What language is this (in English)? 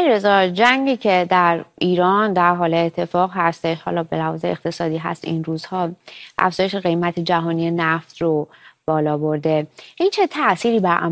Persian